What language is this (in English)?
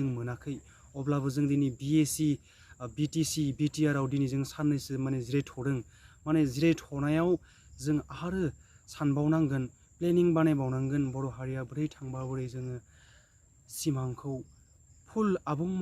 Bodo